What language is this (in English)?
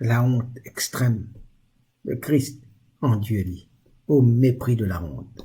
Morisyen